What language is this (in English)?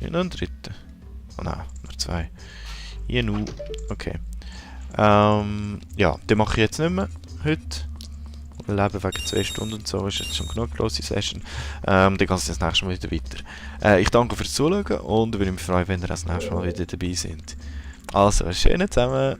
Swiss German